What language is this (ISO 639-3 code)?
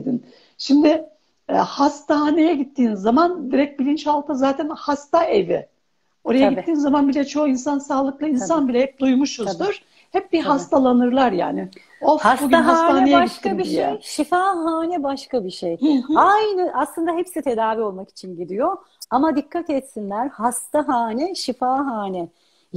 tur